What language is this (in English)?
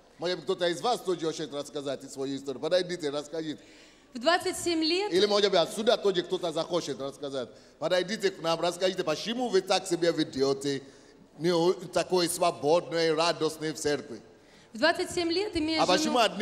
Russian